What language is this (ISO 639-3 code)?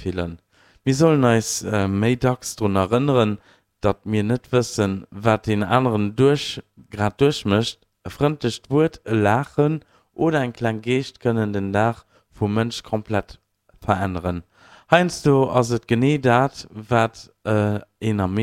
ltz